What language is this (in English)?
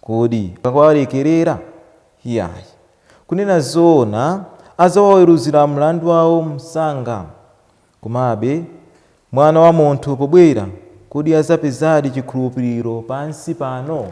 Nyanja